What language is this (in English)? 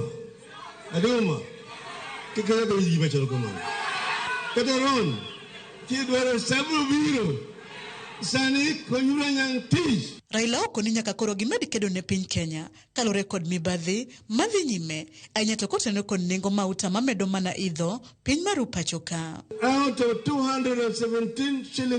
Luo (Kenya and Tanzania)